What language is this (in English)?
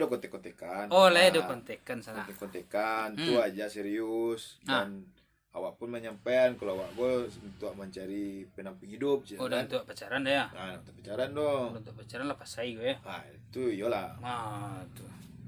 Minangkabau